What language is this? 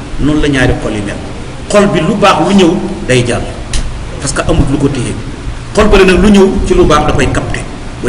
Wolof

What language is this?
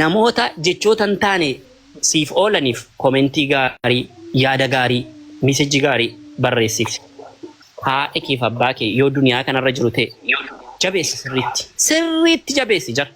Oromo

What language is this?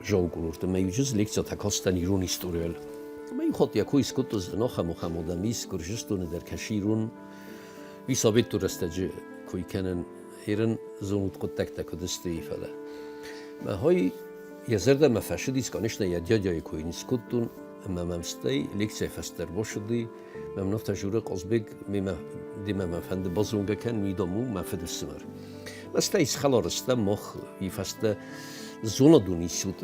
Ossetic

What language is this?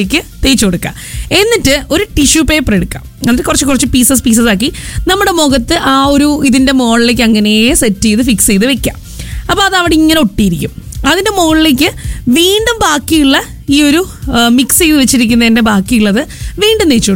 Malayalam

